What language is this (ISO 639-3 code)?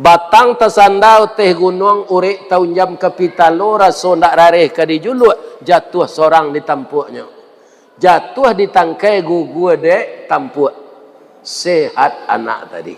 min